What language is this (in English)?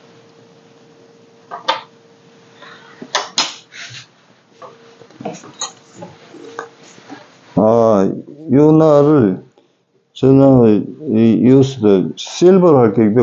Korean